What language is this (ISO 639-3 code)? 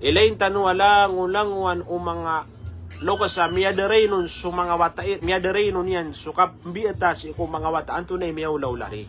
mrw